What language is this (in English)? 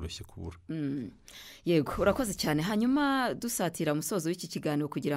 Kinyarwanda